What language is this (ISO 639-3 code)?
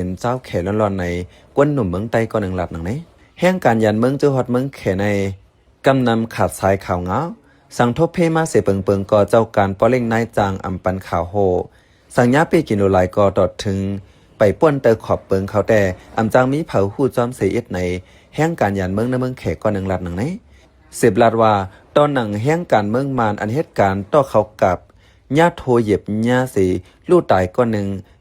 shn